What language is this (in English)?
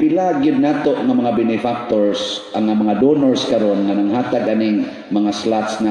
Cebuano